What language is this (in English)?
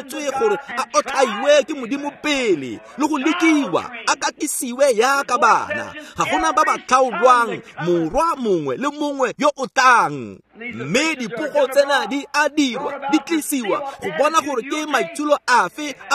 Tswana